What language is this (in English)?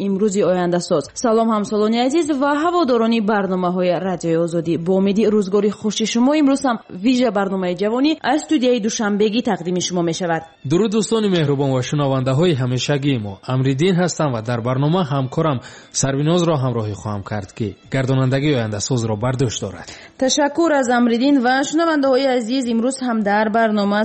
Tajik